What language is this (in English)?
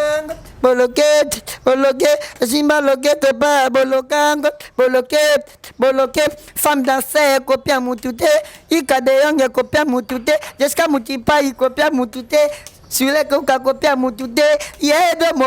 Lingala